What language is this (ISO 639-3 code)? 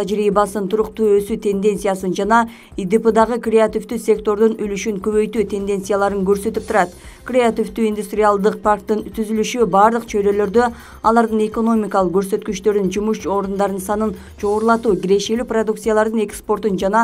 kir